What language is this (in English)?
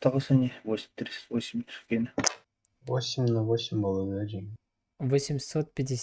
Yakut